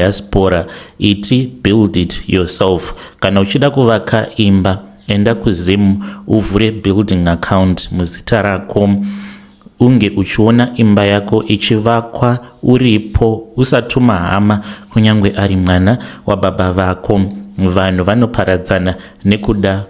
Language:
Shona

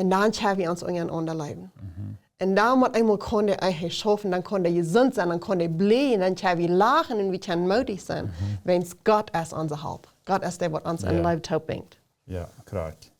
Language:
Plautdietsch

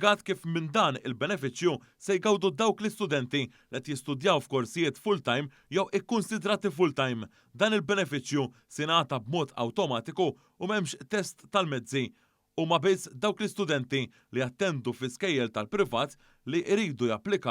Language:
Maltese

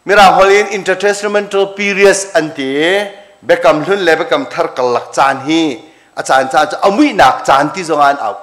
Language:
Hakha Chin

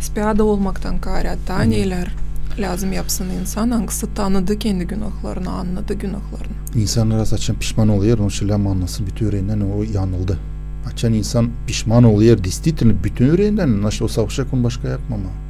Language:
Gagauz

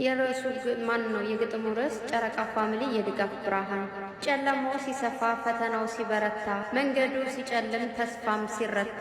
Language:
Amharic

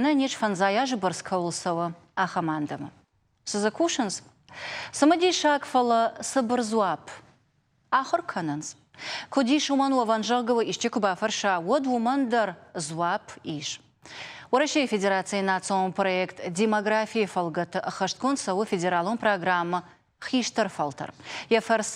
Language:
Ossetic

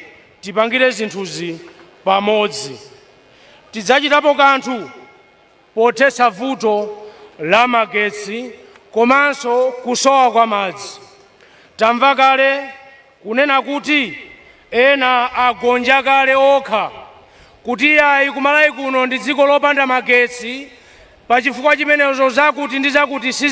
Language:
Nyanja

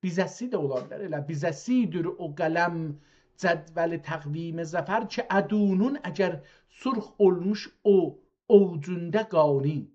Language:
South Azerbaijani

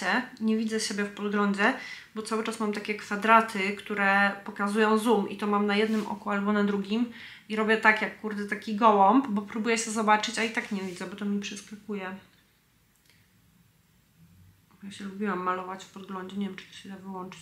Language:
Polish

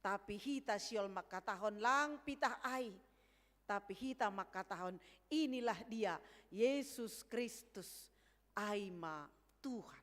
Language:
Batak Simalungun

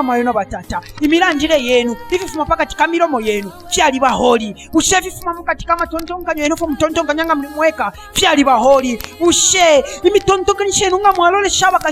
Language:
Bemba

